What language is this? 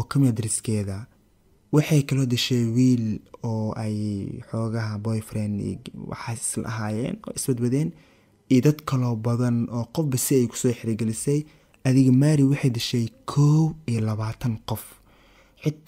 Somali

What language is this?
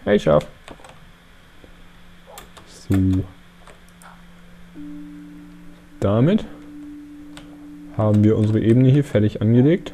German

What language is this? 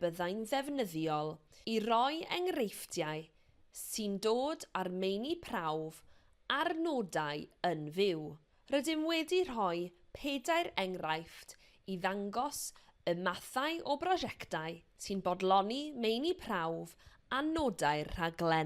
Welsh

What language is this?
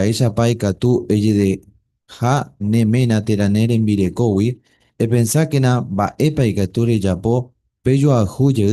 Guarani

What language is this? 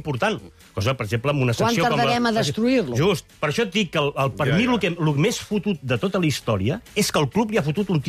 Catalan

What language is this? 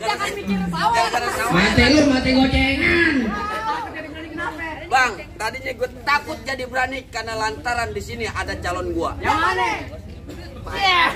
Betawi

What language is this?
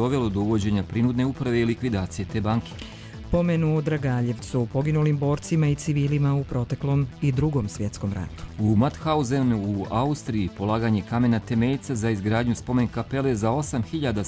Croatian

